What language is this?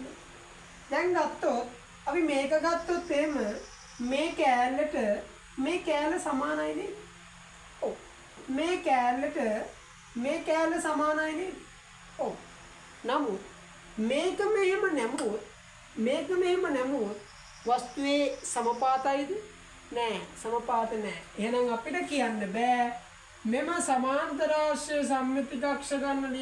Sinhala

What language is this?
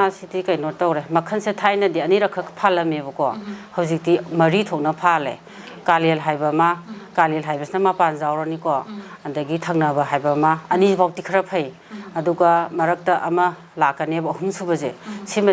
Manipuri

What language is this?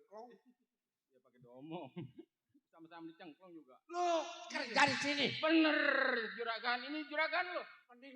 Betawi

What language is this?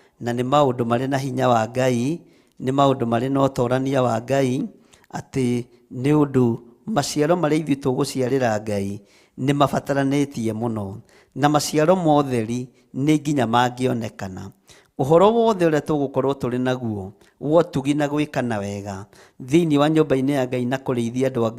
Kikuyu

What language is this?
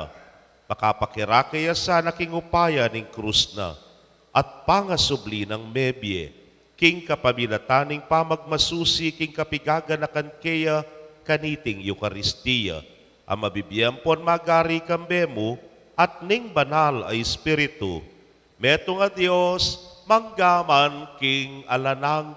Pampanga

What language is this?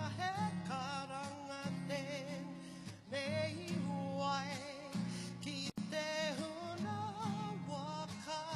Māori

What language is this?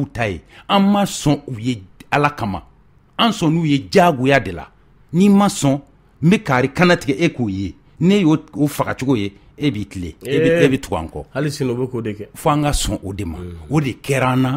Bambara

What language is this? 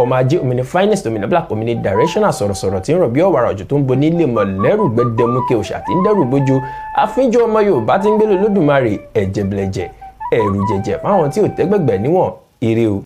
Yoruba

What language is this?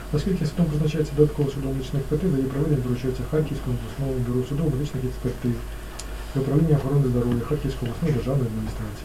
Ukrainian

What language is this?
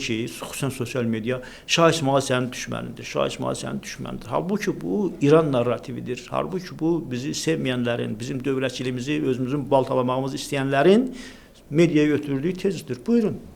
Azerbaijani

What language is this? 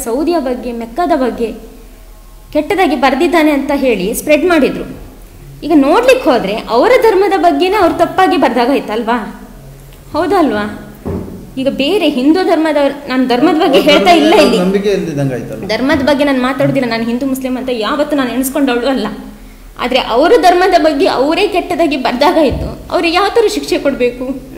Kannada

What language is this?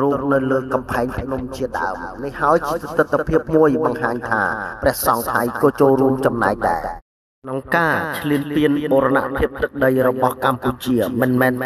Khmer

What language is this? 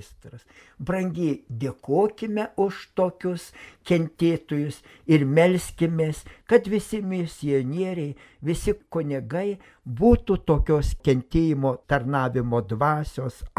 Lithuanian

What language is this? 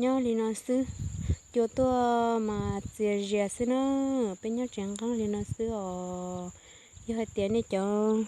Hmong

